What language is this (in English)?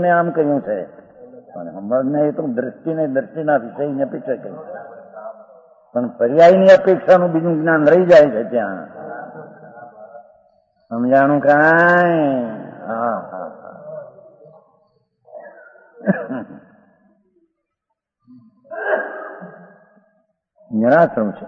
Gujarati